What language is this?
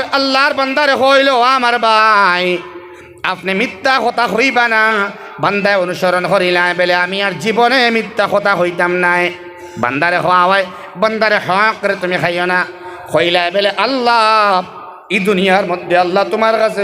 Sylheti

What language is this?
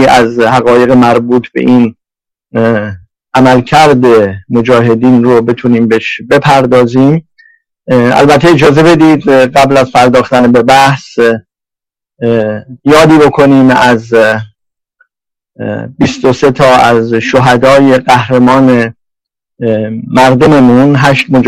Persian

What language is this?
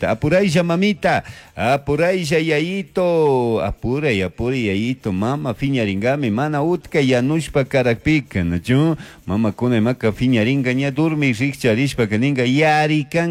Chimborazo Highland Quichua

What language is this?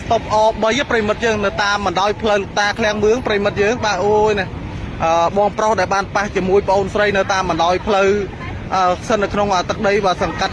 Khmer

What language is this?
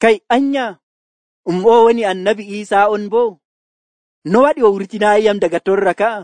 Nigerian Fulfulde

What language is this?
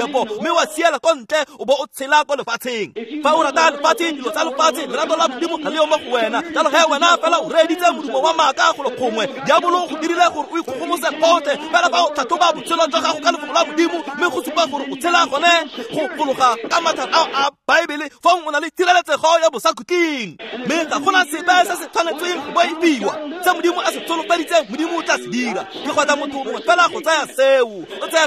Tswana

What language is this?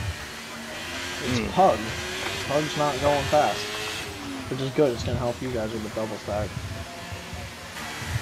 English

